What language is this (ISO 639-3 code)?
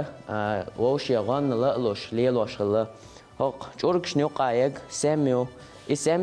che